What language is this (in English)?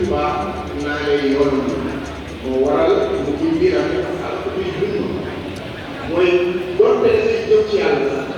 Wolof